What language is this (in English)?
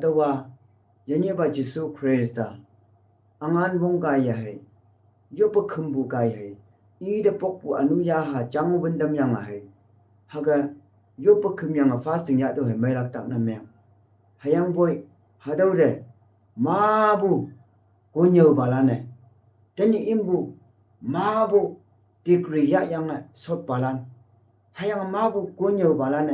Konyak Naga